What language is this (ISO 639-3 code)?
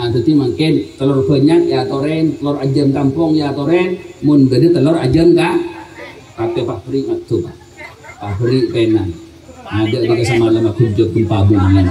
mad